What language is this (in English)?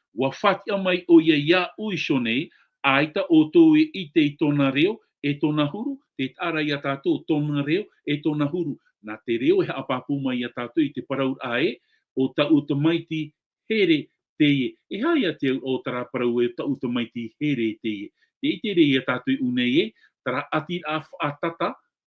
Tahitian